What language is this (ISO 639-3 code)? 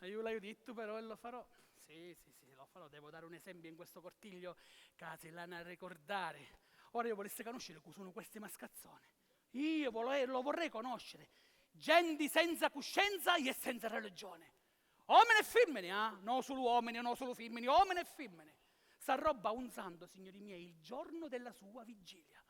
scn